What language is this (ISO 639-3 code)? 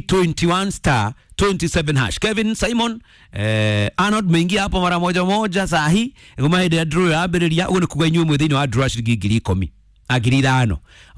kik